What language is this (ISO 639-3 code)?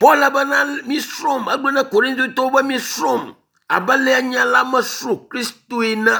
ewe